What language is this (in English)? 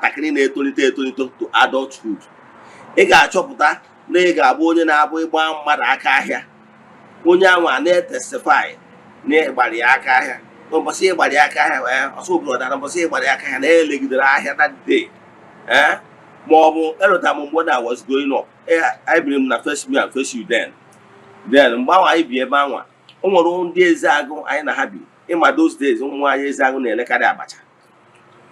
Igbo